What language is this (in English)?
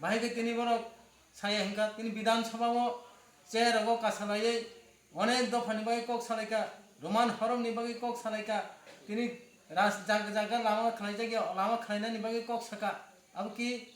Kok Borok